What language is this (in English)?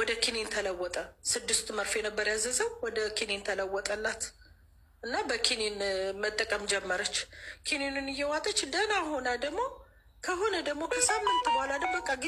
Amharic